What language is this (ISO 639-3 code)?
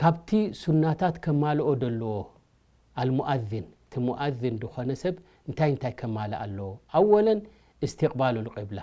tir